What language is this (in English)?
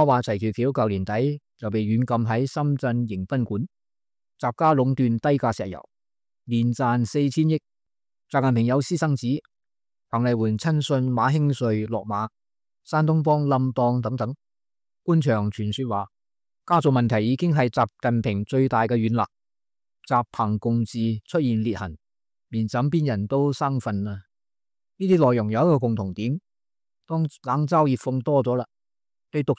Cantonese